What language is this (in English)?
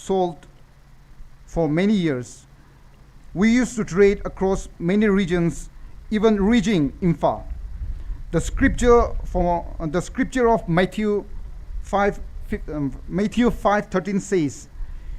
Tangkhul Naga (India)